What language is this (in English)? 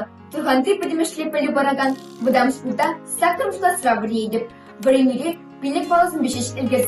Chuvash